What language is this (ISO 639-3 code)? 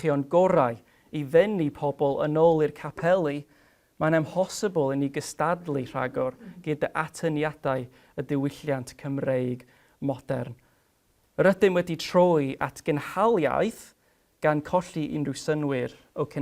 cym